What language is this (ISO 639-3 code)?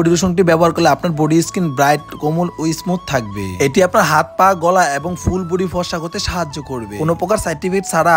ben